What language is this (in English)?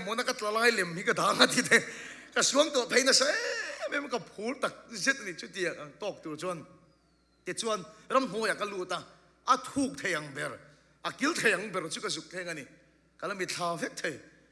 Mizo